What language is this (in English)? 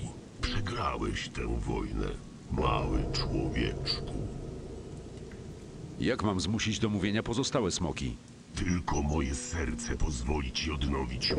Polish